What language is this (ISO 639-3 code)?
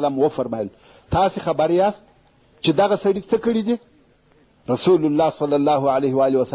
pus